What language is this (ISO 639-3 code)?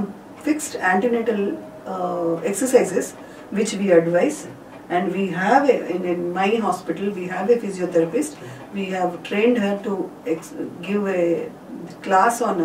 tel